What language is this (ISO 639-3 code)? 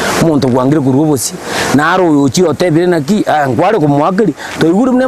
guz